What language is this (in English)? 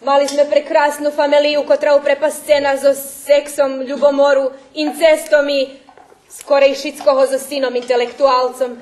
Rusyn